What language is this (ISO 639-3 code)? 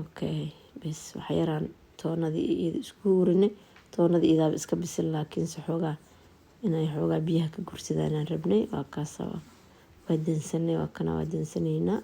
som